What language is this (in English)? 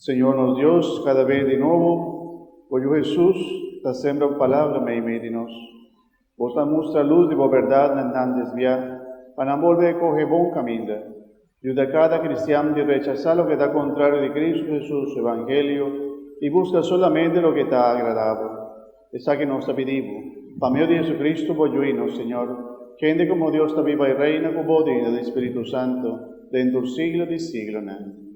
Papiamento